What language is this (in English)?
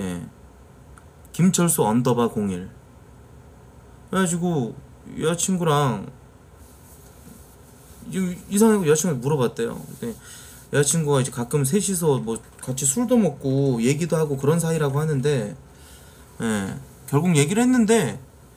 Korean